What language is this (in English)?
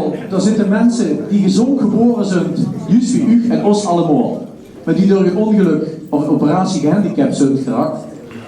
Limburgish